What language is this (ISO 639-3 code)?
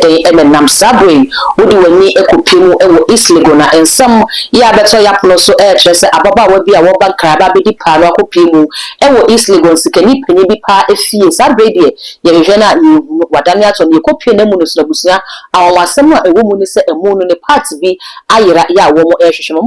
aka